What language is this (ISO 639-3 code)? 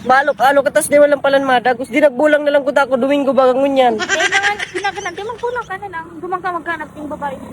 bik